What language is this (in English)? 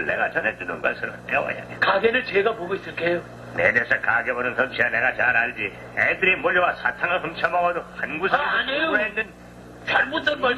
Korean